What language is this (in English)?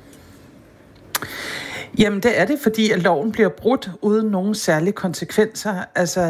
Danish